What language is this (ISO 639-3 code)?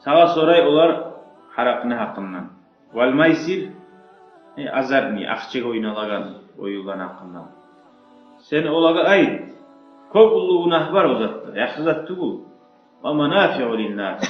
kum